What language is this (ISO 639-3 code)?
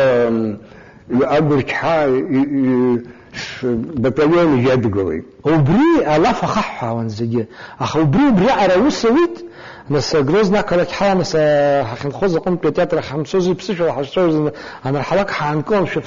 abk